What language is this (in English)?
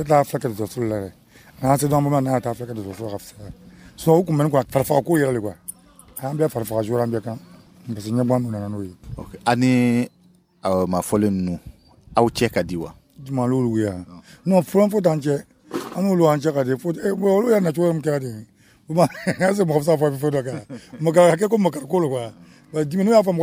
Dyula